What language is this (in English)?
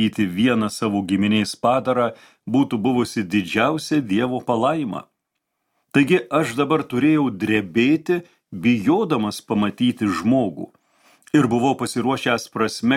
Lithuanian